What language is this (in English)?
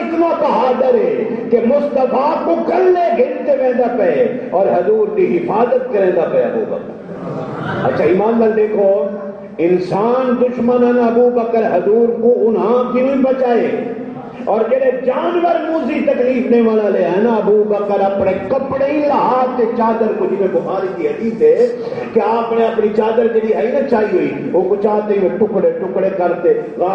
Saraiki